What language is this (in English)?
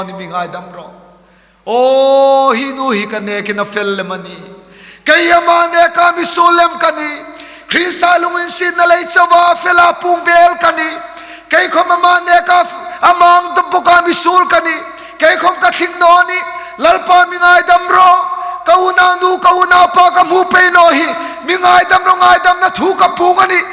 Hmar